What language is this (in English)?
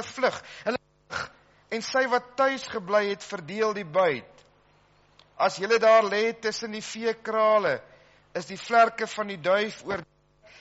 Afrikaans